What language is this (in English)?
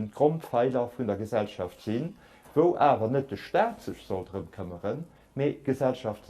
Luxembourgish